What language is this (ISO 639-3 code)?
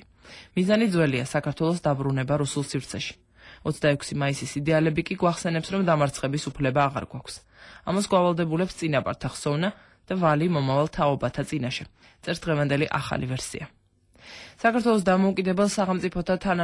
kat